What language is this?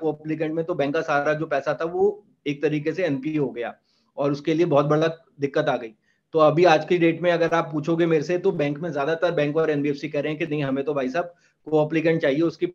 Hindi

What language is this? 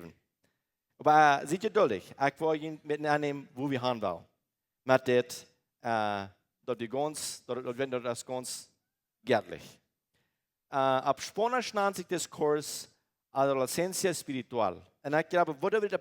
Plautdietsch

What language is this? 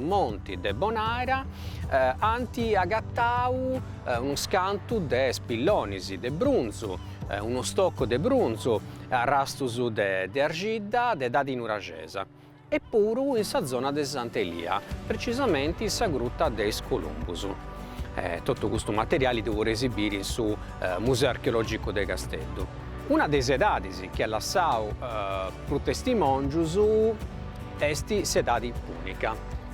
Sardinian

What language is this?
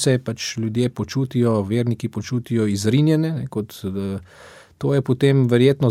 Slovenian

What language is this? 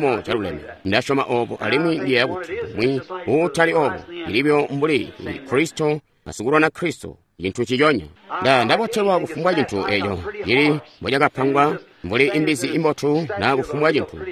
Tonga (Zambia)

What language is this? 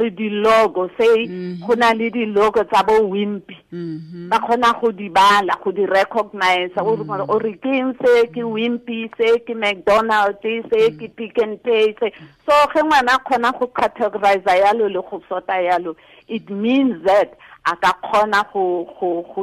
Tswana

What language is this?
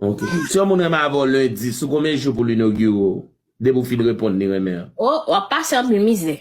Haitian Creole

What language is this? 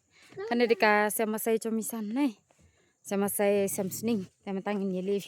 Khasi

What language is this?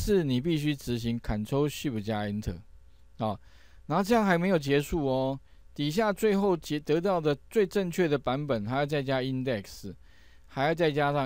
Chinese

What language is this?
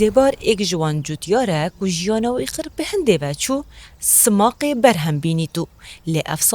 Kurdish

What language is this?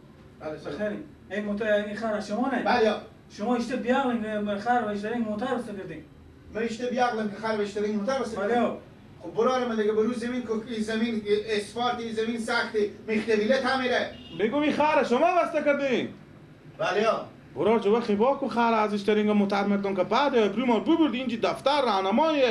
Persian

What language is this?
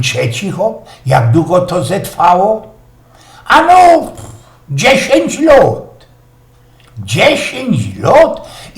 Silesian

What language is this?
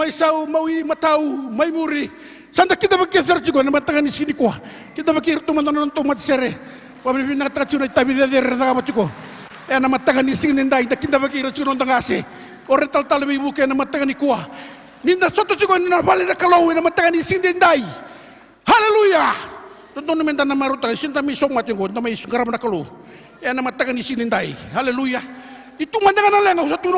Fijian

